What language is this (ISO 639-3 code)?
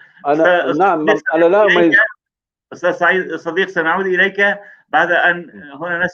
apc